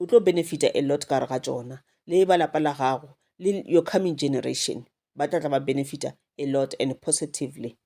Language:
Northern Sotho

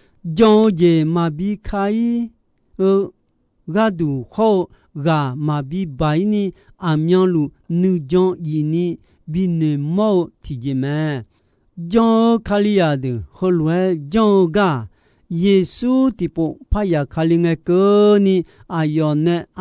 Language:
Akha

